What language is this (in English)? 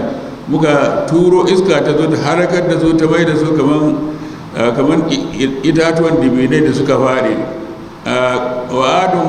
Hausa